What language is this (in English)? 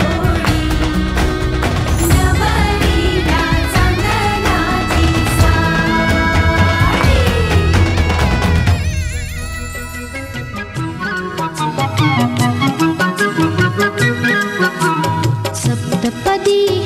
Marathi